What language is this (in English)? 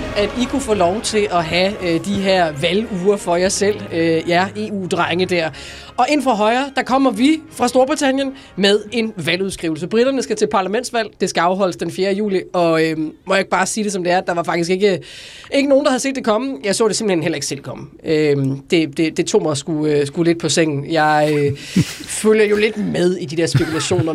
Danish